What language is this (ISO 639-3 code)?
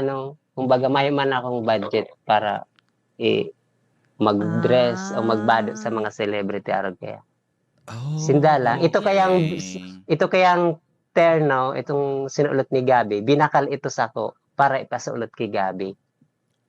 bik